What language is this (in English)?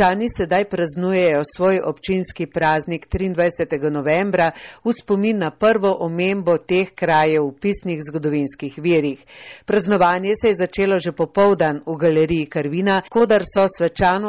Slovenian